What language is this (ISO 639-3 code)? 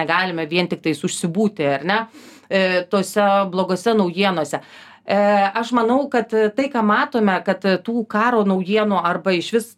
lit